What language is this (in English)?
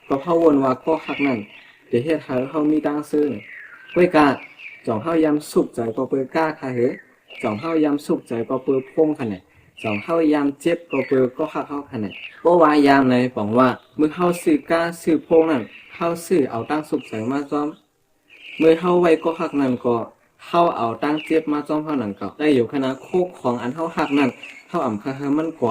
Shan